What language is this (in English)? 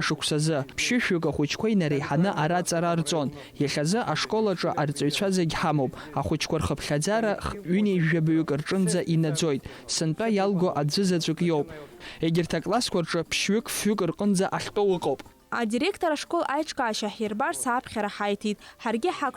Abkhazian